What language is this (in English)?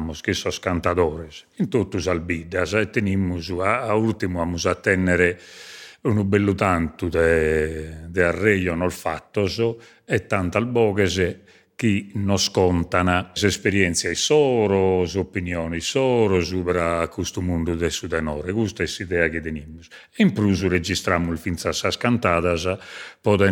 Sardinian